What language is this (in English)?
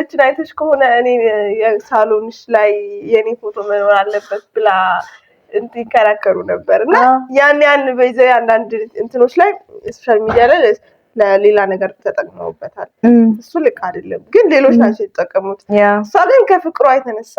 Amharic